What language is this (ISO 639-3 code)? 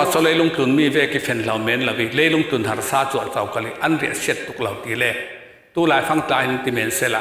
cfm